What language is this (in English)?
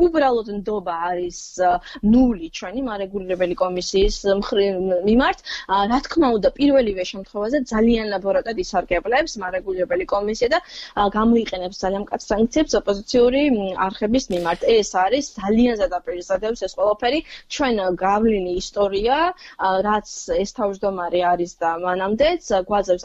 Georgian